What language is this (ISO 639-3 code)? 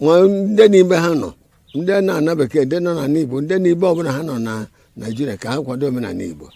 ibo